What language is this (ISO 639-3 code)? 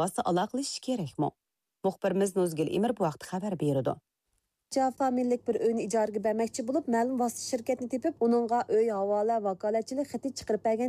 uig